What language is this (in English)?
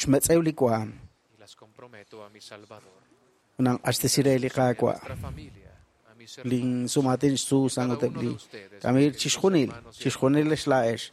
Kekchí